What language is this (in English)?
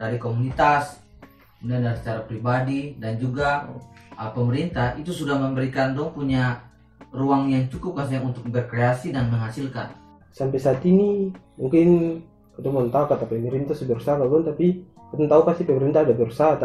Ambonese Malay